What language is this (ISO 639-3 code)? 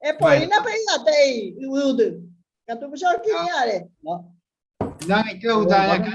grn